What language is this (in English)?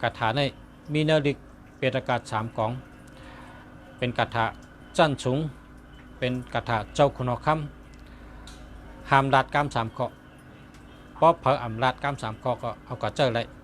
Shan